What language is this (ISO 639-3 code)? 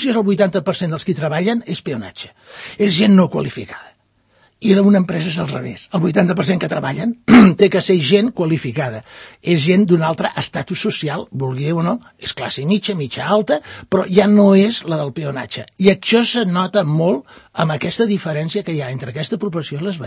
cat